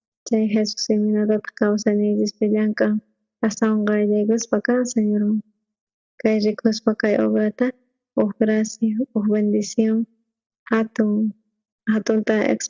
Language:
South Bolivian Quechua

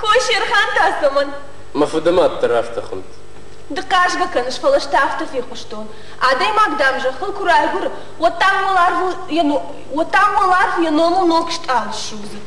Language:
Ossetic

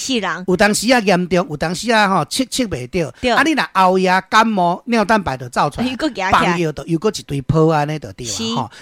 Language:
Min Nan Chinese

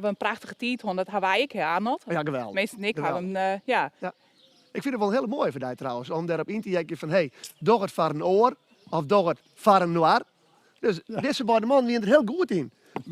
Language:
Western Frisian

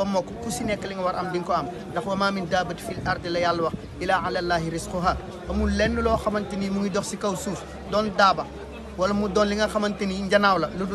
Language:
Wolof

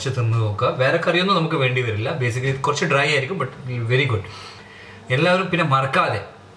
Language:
Malayalam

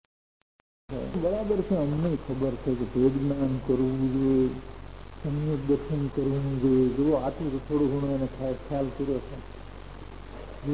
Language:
Gujarati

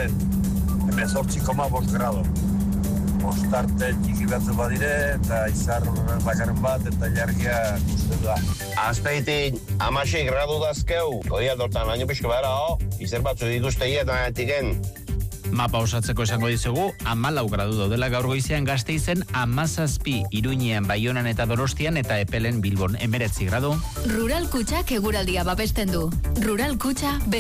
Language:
Basque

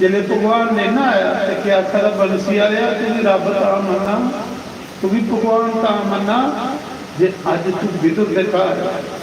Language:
Dogri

